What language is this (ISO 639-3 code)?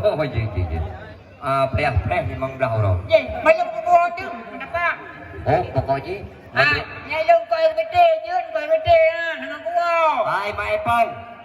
ace